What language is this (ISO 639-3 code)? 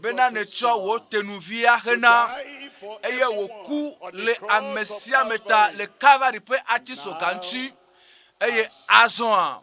ewe